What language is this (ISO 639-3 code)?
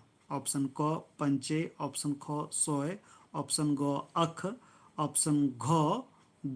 kru